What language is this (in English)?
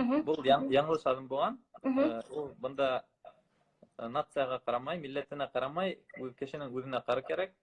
Bashkir